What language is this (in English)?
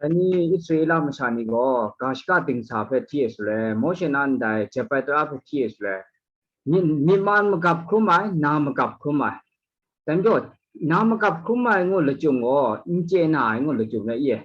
Kachin